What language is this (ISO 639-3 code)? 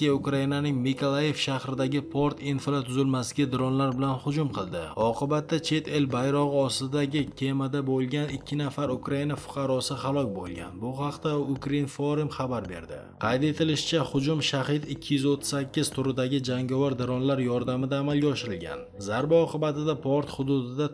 uzb